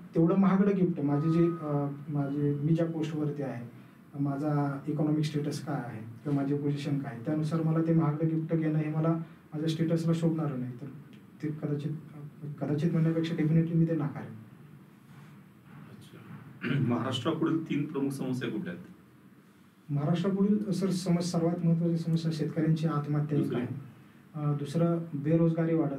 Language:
Marathi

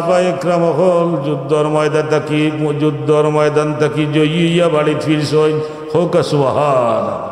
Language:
Sylheti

